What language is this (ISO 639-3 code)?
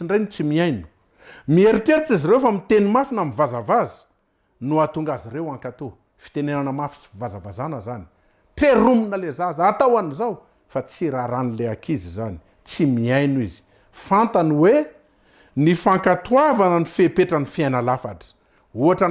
mlg